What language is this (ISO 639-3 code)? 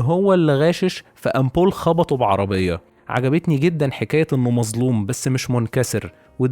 arz